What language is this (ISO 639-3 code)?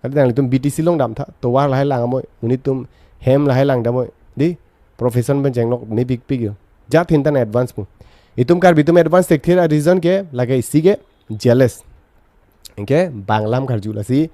mjw